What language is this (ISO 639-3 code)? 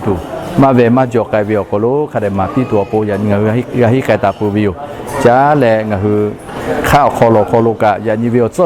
lhu